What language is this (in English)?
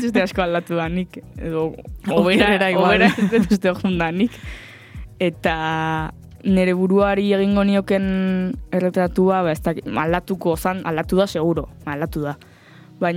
Basque